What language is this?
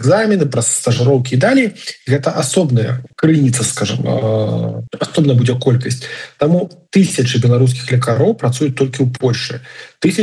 Belarusian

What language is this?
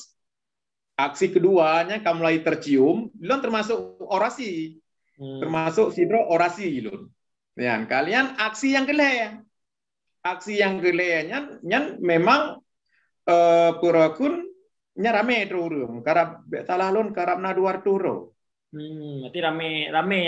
Achinese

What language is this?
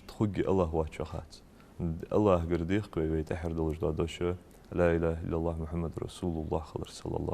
Ingush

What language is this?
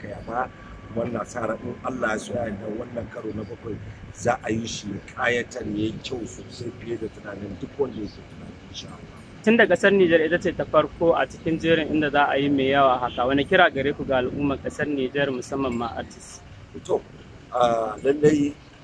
Hausa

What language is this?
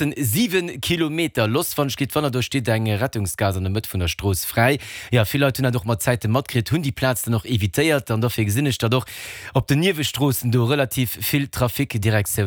Luxembourgish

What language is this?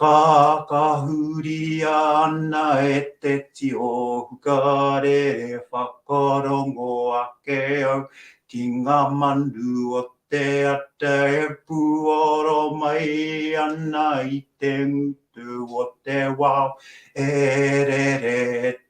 Māori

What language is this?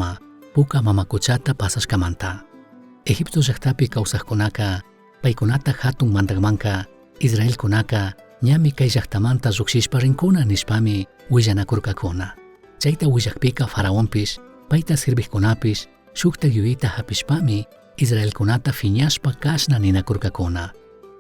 Chimborazo Highland Quichua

